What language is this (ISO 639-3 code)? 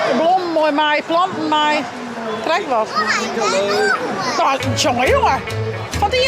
fry